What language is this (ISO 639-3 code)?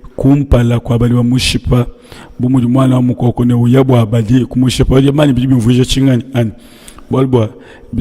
lua